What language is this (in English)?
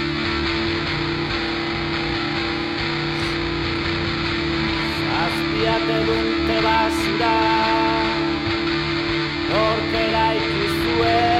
Basque